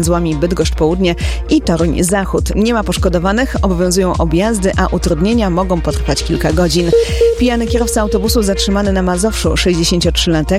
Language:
Polish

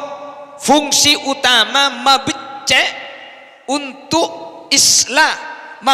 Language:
Madurese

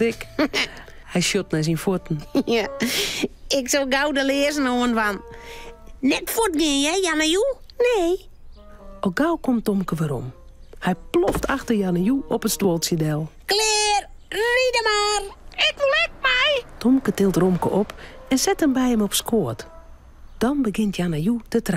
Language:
Western Frisian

